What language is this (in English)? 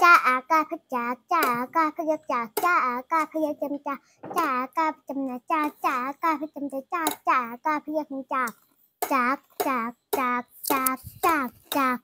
Shan